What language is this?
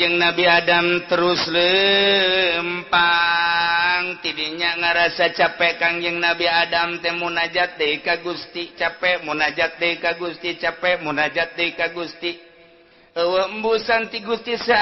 Sundanese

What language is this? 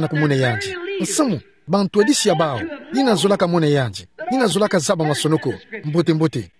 Kituba (Democratic Republic of Congo)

